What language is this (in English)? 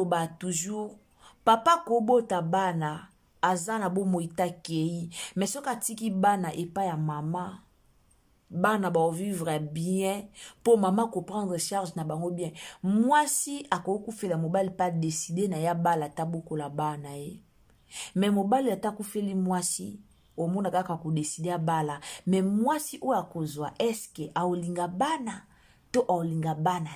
Lingala